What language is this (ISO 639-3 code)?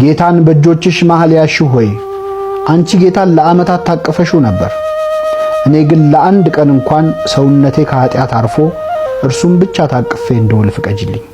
amh